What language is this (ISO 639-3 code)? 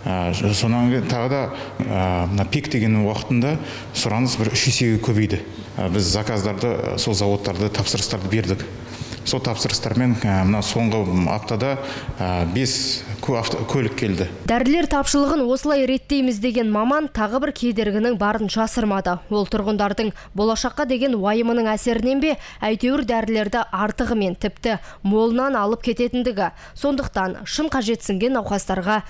kaz